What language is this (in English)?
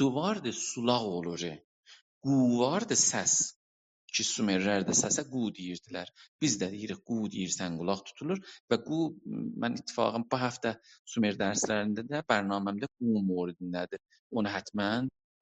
South Azerbaijani